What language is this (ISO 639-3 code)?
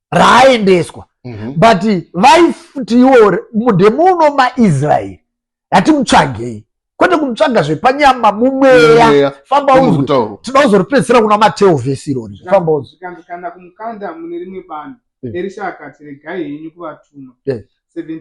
sna